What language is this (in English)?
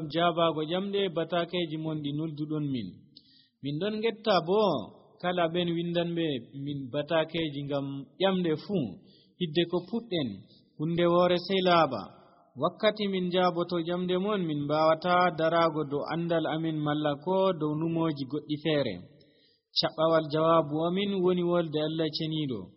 Nigerian Fulfulde